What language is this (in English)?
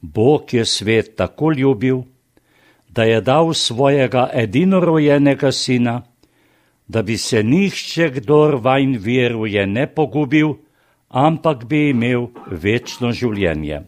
Slovenian